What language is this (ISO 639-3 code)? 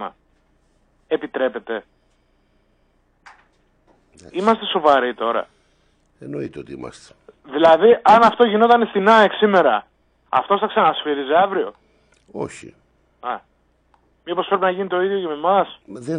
ell